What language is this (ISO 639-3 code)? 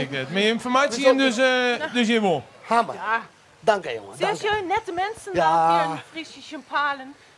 fry